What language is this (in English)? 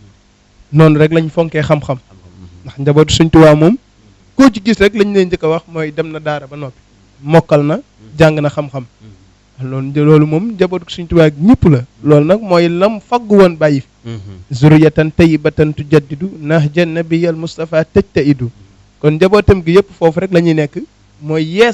Wolof